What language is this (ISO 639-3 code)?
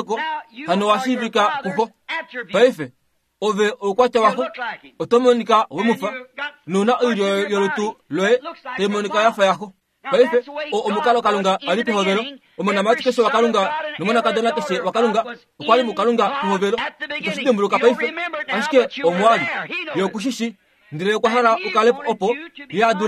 kua